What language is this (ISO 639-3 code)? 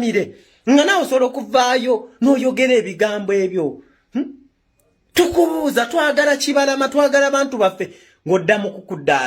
lug